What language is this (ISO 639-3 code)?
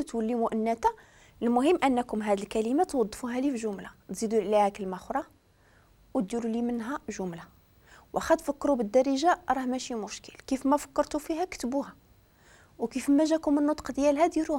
ary